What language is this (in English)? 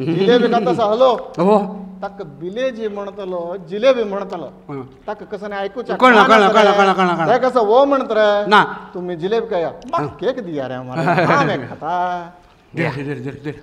Konkani